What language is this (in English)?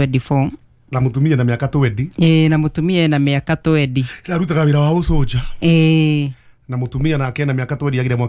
Kikuyu